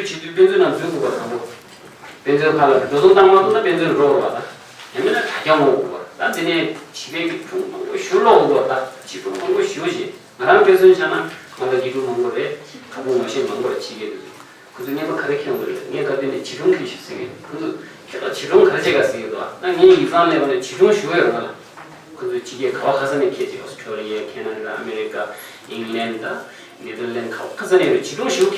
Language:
Tibetan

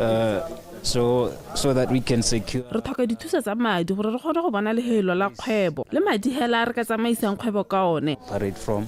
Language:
Tswana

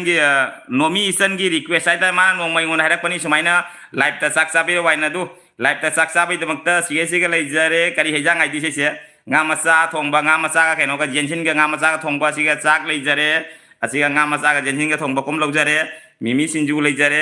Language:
Manipuri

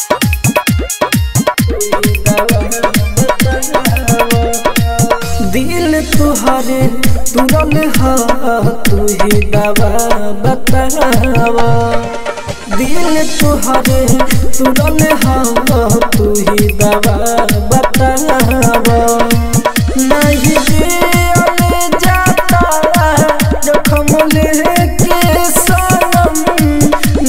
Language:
Bhojpuri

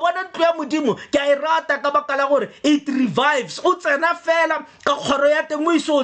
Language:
Tswana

